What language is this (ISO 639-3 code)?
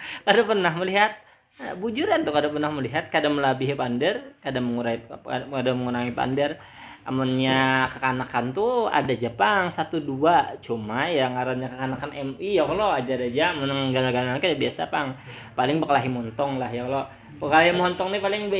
bjn